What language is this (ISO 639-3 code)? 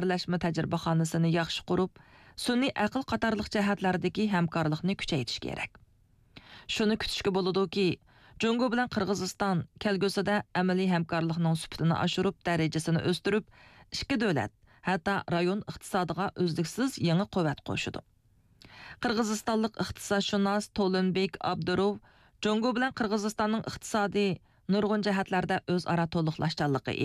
uig